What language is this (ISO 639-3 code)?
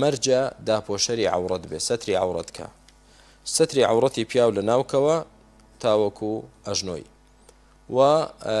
ckb